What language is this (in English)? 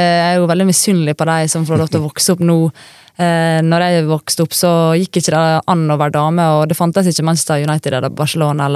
Norwegian